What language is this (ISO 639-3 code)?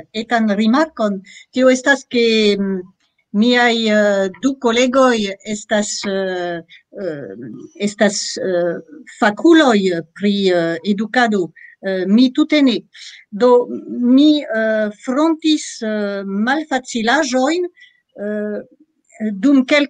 epo